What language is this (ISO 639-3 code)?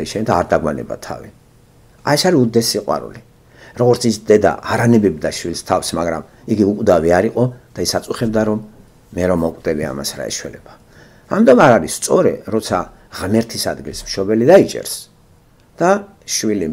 kat